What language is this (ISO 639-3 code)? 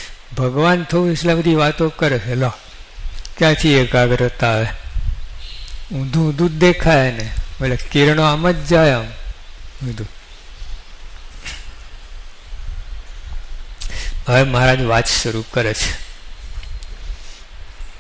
guj